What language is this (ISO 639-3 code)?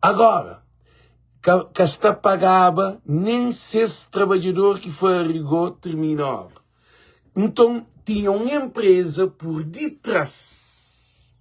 kea